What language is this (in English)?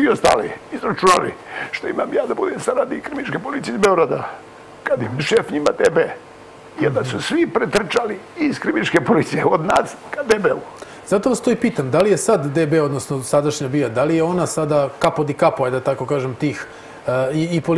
Serbian